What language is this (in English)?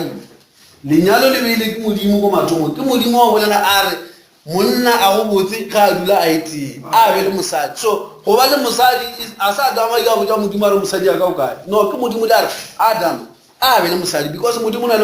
Northern Sotho